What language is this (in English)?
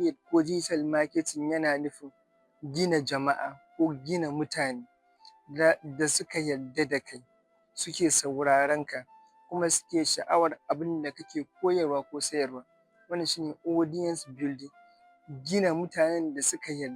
Hausa